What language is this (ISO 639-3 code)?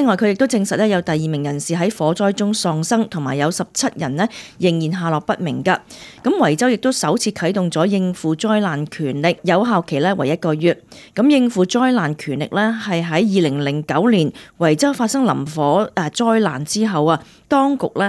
yue